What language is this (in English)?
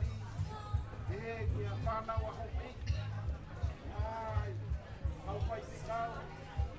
Tongan